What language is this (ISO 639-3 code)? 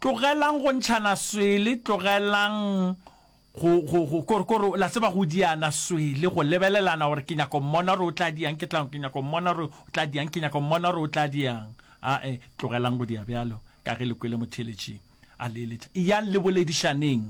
nso